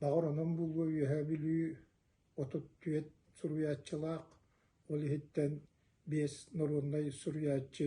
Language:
Yakut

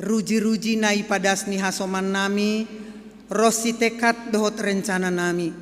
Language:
Batak Simalungun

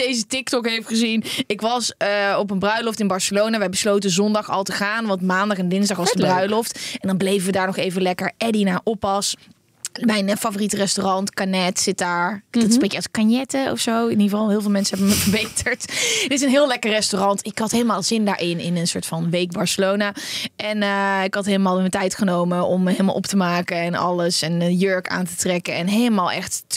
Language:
Dutch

